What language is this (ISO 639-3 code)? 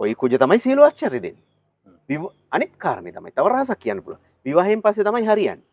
sin